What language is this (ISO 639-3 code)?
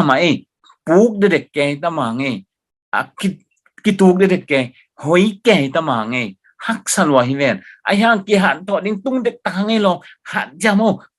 ctd